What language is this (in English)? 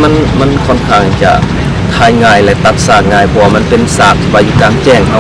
Lao